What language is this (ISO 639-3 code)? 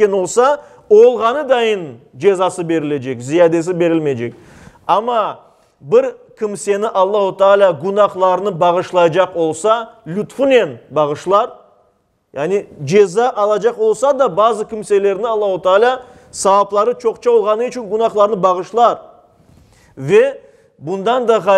crh